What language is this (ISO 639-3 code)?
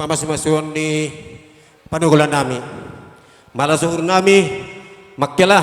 bts